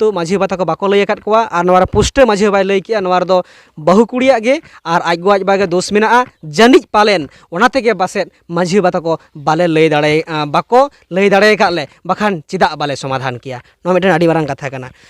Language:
Santali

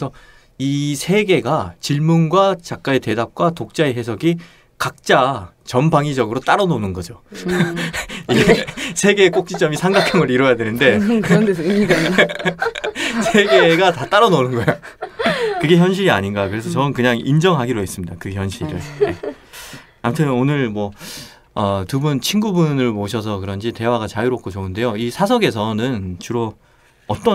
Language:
Korean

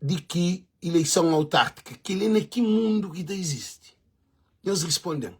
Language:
Kabuverdianu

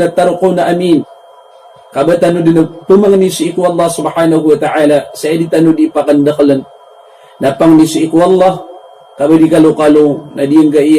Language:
Maranao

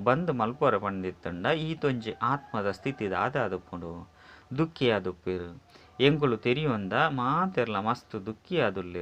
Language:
Tulu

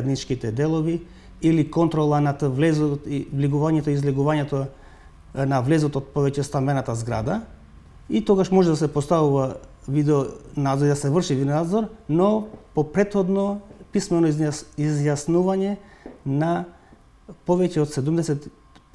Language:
Macedonian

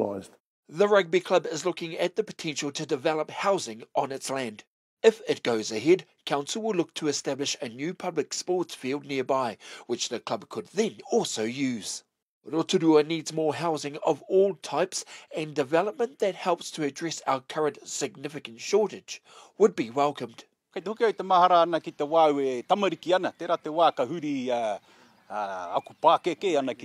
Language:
Māori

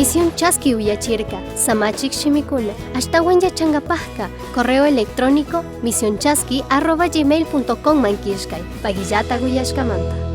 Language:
Chimborazo Highland Quichua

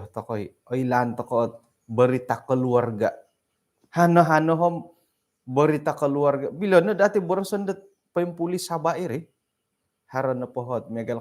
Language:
Central Dusun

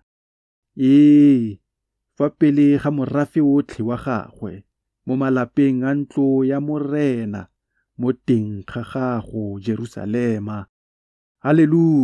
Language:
Tswana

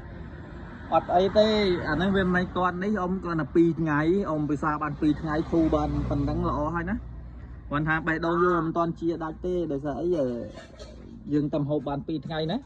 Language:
Khmer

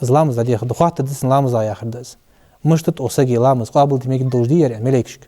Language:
Ingush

